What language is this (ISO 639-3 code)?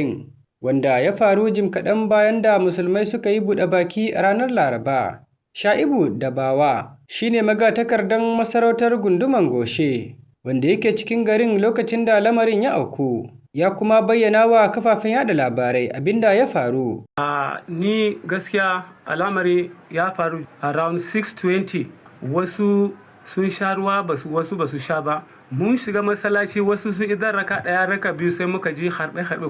hau